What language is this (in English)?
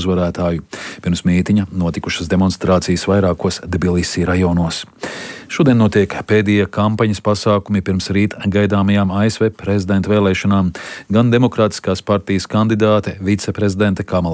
Latvian